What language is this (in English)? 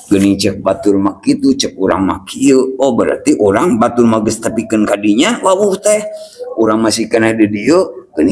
Sundanese